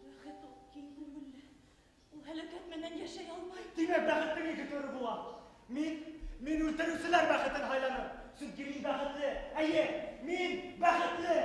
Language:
Bashkir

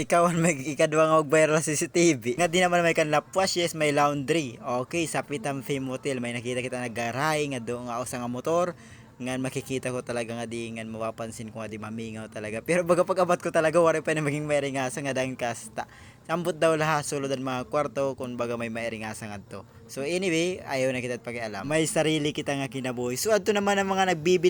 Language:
Waray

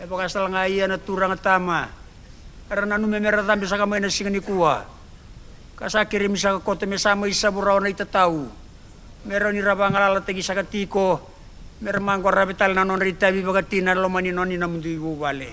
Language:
Fijian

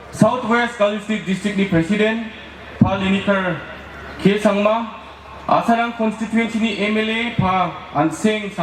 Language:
Garo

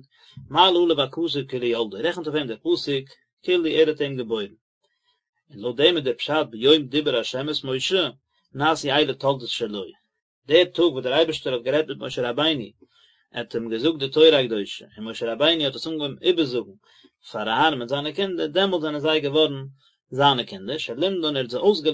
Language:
Yiddish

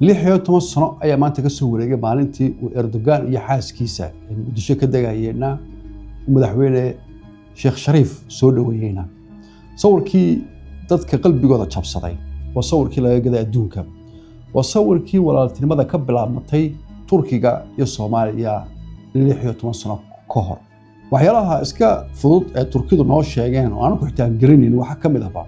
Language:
Somali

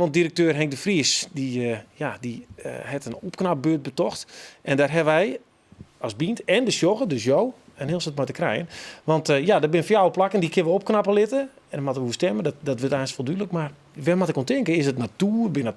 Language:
Western Frisian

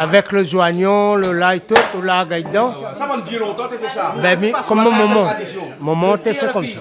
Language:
Réunion Creole French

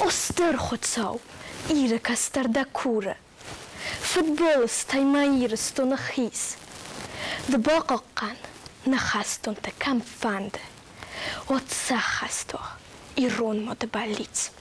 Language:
Ossetic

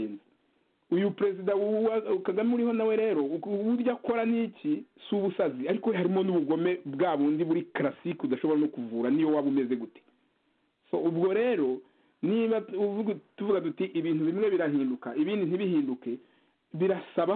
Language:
Kinyarwanda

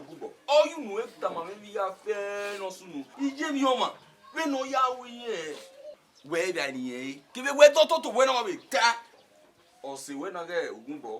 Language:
Bini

